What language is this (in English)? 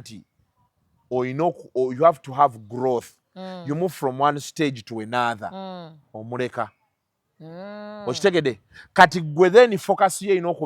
Ganda